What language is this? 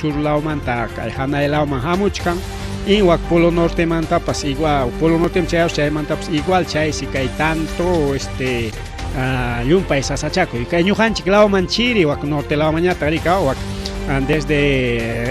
Ayacucho Quechua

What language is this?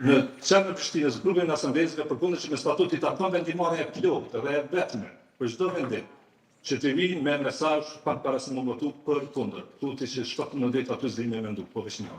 Albanian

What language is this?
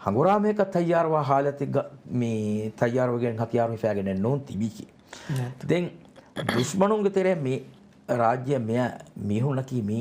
Divehi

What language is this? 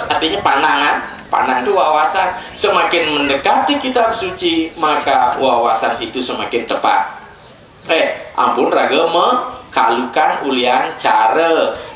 Balinese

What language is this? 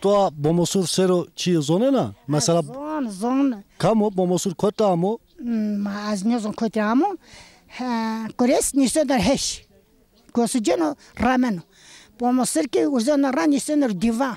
Zaza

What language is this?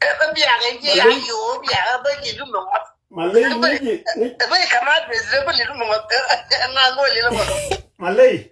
Nuer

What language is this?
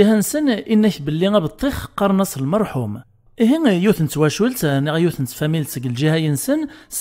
Kabyle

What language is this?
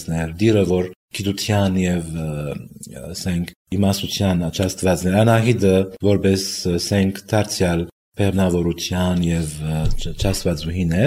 Armenian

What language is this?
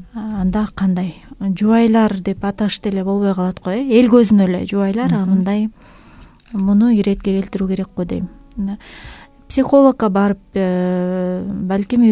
Kyrgyz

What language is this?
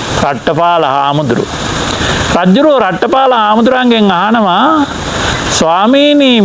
Sinhala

